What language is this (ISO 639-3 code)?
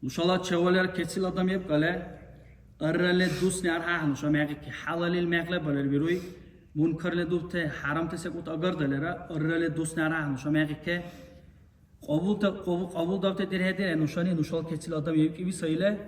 dar